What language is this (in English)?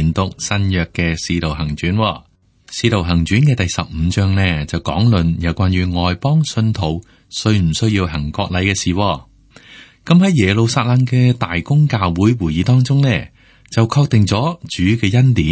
Cantonese